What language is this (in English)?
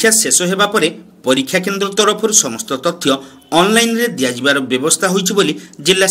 Odia